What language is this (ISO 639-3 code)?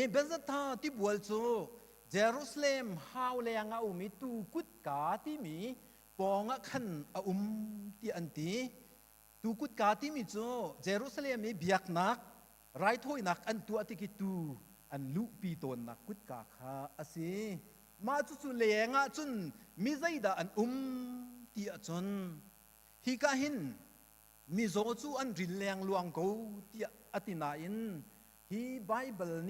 cnh